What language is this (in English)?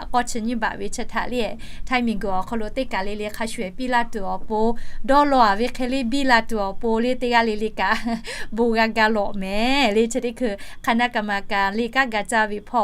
Lahu